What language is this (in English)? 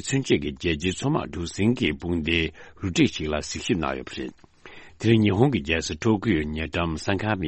Tibetan